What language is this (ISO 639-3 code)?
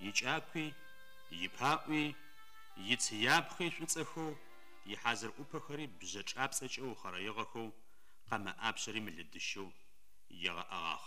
ady